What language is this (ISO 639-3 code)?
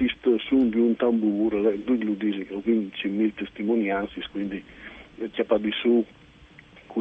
fur